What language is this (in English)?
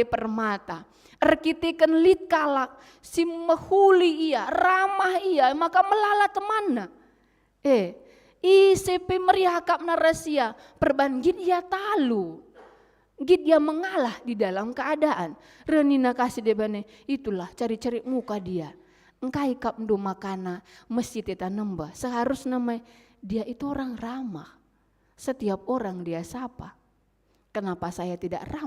Batak Karo